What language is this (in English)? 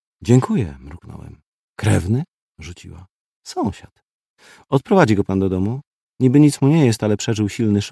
Polish